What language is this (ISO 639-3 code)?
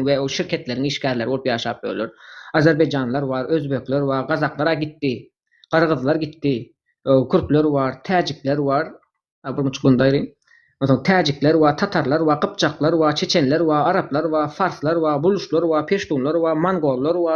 tuk